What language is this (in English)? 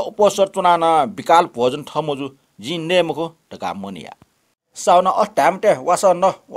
Newari